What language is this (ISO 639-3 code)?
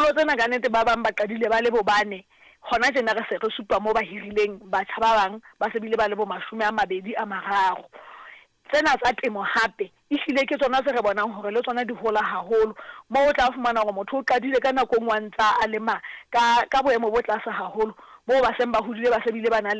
sot